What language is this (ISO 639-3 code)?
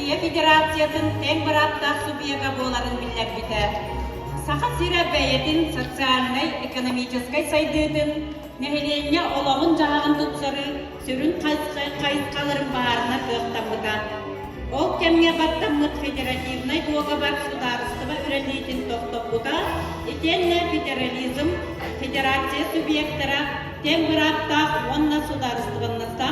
sah